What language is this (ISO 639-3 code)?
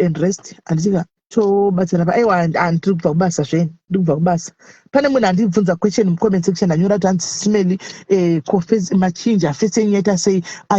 sna